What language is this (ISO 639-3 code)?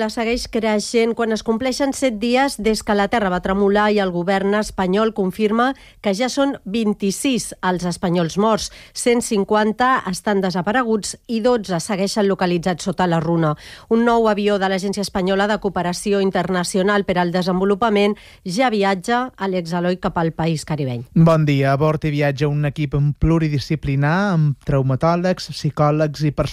cat